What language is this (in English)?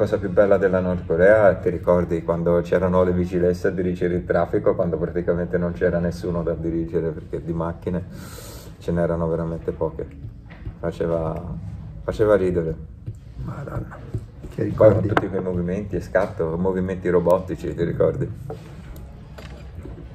Italian